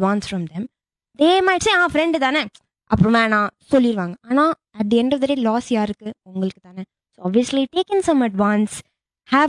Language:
Tamil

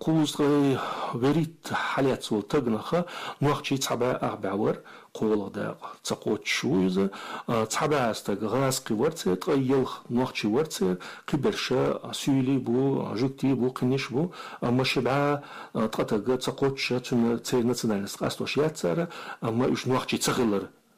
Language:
Chechen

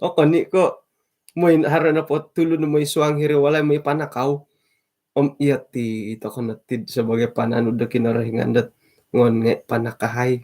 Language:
Central Dusun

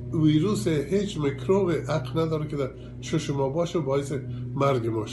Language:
Persian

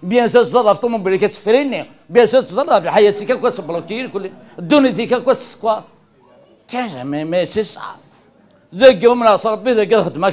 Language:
Kabyle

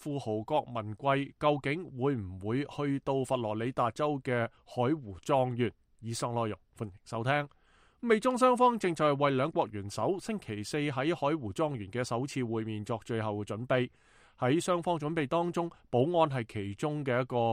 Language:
Cantonese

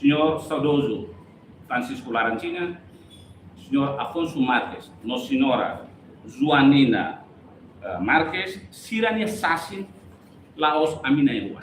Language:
Tetum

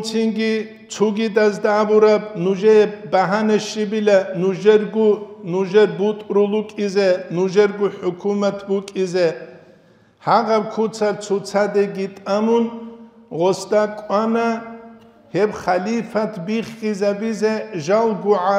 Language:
Avaric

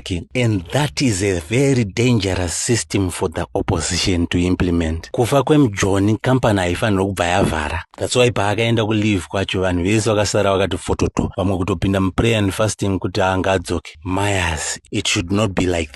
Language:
Shona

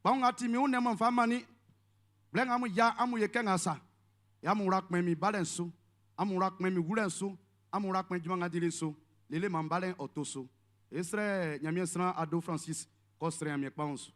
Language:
Baoulé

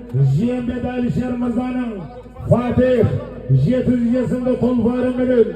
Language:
Kazakh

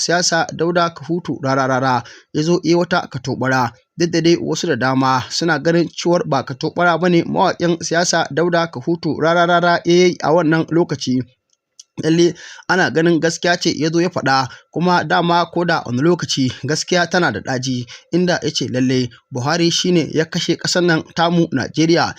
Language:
Hausa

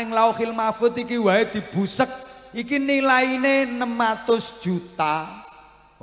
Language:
Javanese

